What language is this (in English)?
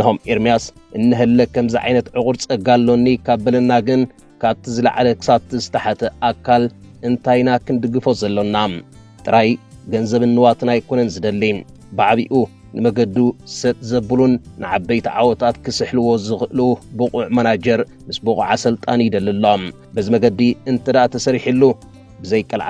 Tigrinya